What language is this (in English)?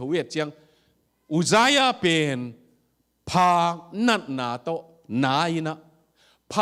Tedim Chin